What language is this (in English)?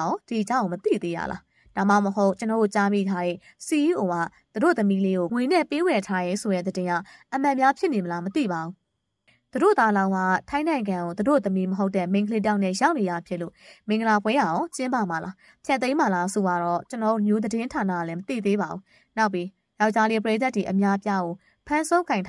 Burmese